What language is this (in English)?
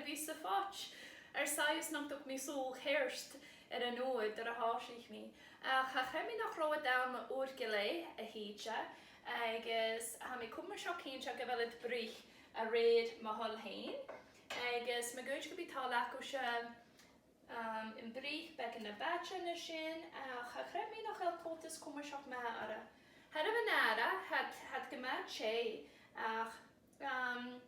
Scottish Gaelic